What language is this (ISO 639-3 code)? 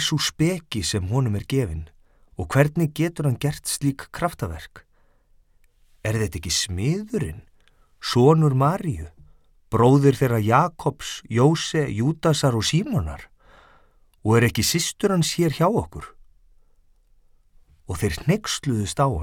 isl